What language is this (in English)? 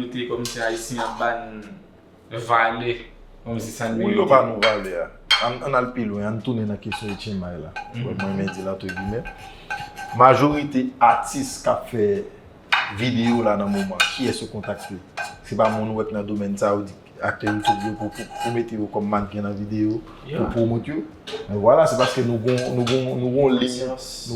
Haitian Creole